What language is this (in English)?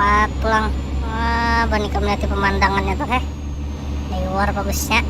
Banjar